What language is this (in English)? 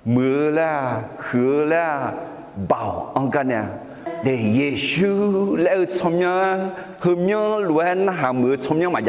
Akha